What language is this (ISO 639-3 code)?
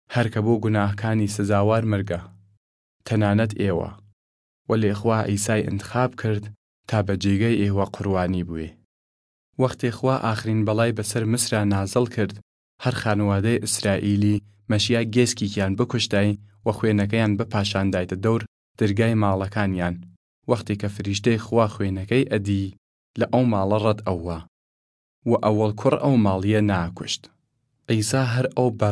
sdh